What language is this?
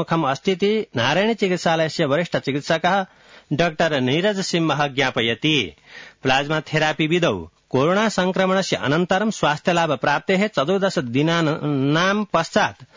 Sanskrit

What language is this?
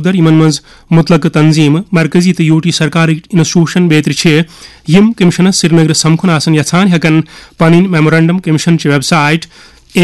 Kashmiri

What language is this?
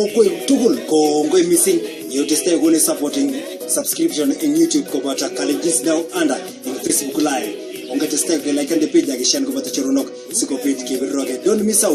Kalenjin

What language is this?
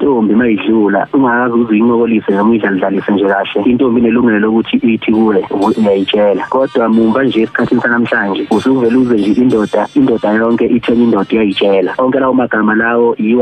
Zulu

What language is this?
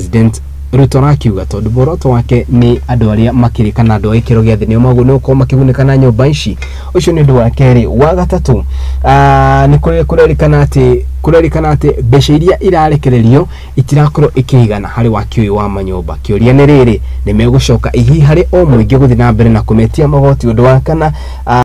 Kikuyu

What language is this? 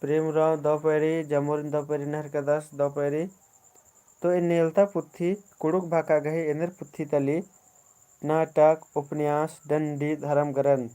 Kurukh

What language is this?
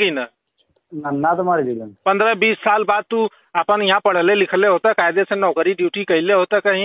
Bhojpuri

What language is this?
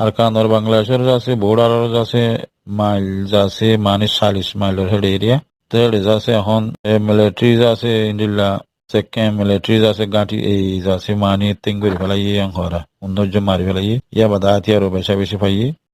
Rohingya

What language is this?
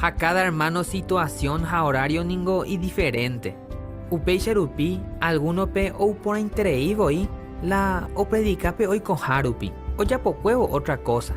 Guarani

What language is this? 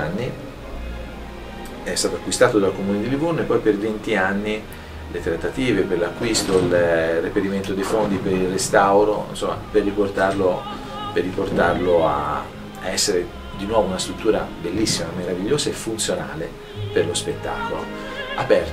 Italian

